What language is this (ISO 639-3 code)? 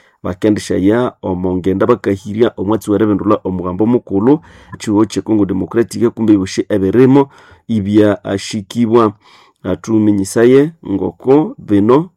nnb